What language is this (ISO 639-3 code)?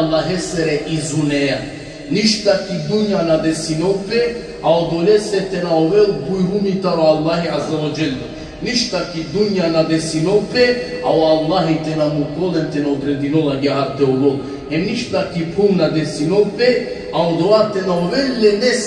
rmn